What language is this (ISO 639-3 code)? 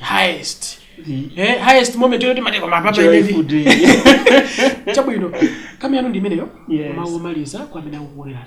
nya